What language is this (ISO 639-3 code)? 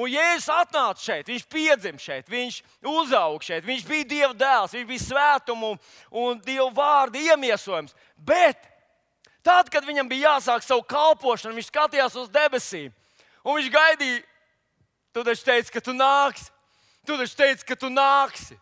lav